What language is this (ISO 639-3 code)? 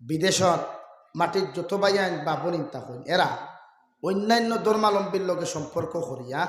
syl